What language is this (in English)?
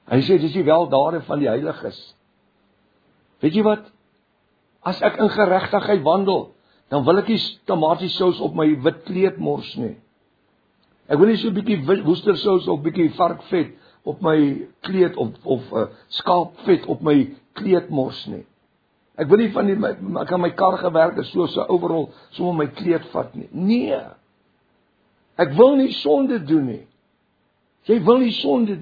Afrikaans